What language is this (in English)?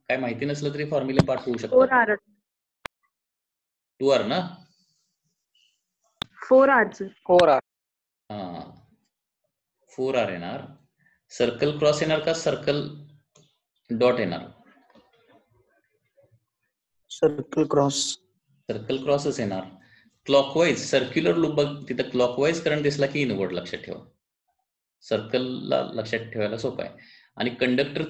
Marathi